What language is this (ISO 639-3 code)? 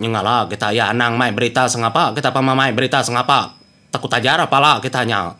iba